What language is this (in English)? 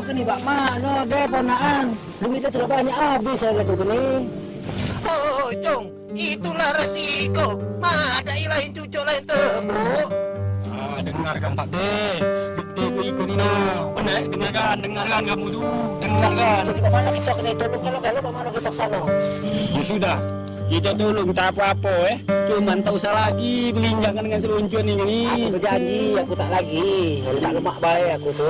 Musi